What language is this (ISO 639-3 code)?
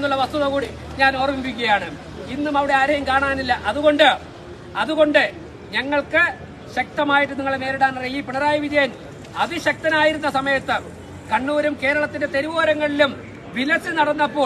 mal